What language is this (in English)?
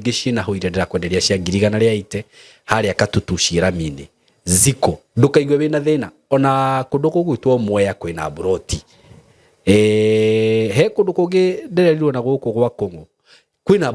Kikuyu